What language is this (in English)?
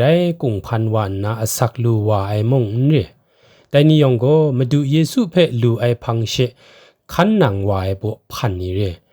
Kachin